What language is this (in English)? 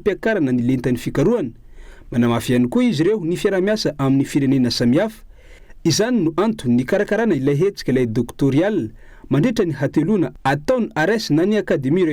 Malagasy